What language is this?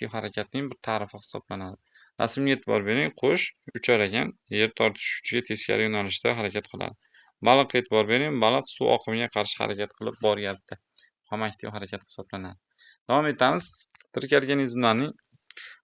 Uzbek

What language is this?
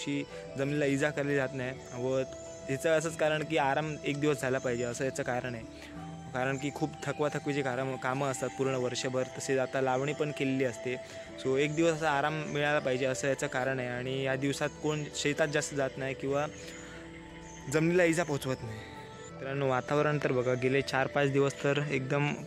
Marathi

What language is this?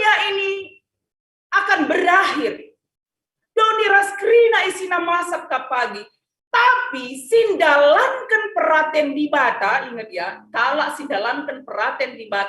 Batak Karo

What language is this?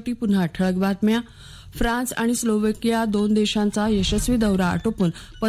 Marathi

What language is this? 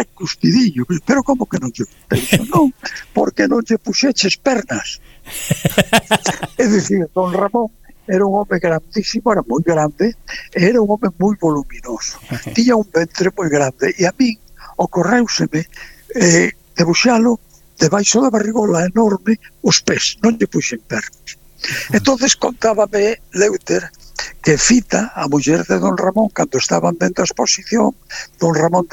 Galician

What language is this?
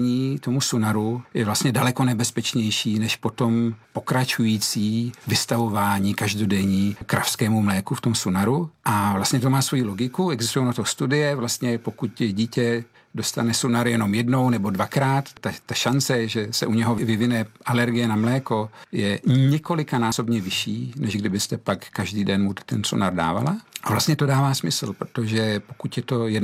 Czech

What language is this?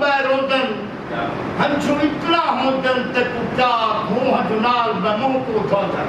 Saraiki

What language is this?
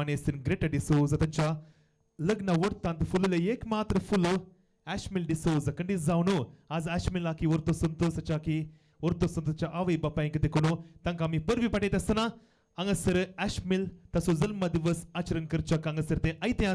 Konkani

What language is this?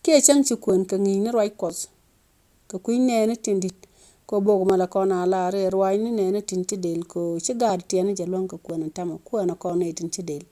Nuer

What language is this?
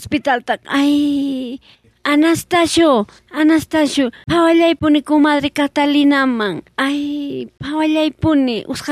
South Bolivian Quechua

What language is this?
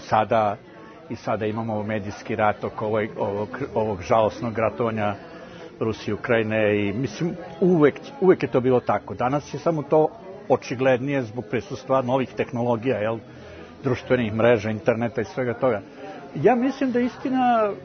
Serbian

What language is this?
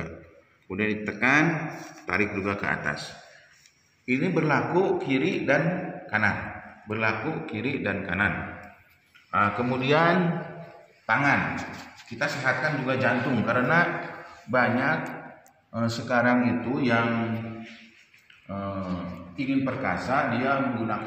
Indonesian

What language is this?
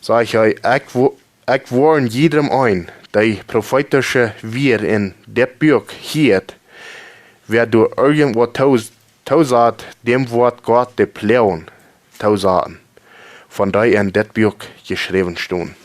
Plautdietsch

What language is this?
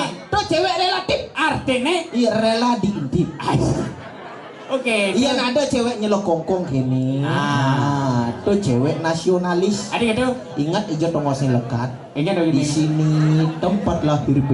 Balinese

